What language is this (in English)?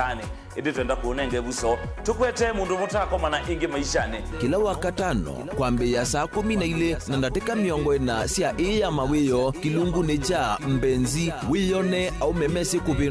Kamba